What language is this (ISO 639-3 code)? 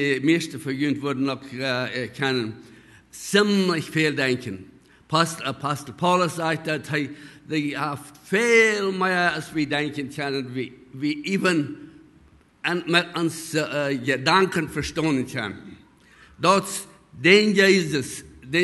pdt